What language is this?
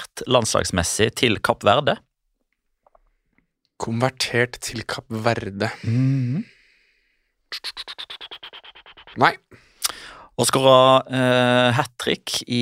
Norwegian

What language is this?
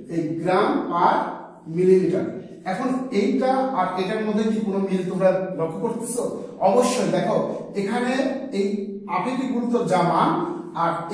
Bangla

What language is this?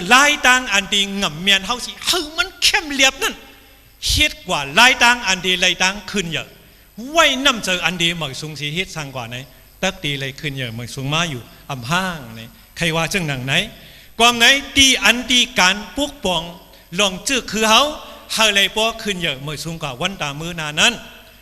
Shan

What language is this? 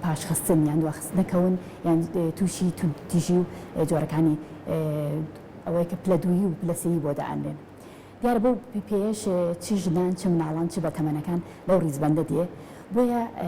Central Kurdish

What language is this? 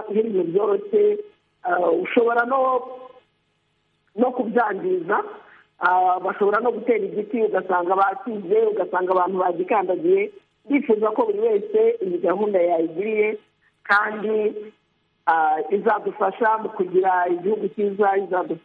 Kinyarwanda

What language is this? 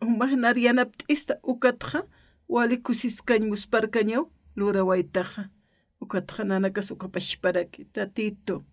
Aymara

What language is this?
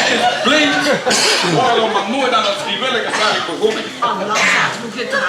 Limburgish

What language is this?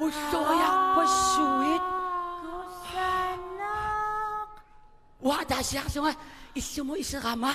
Kalaallisut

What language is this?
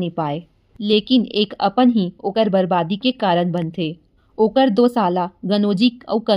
Chhattisgarhi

